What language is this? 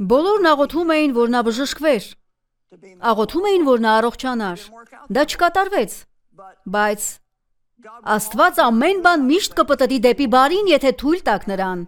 Armenian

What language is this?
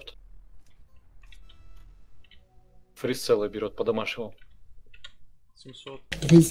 Russian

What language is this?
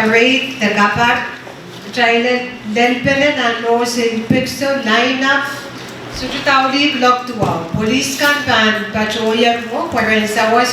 Pohnpeian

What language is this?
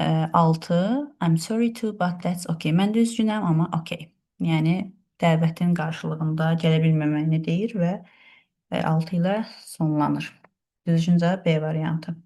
Azerbaijani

